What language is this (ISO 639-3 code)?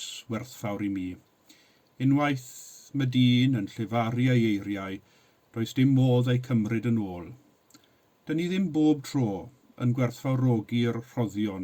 cym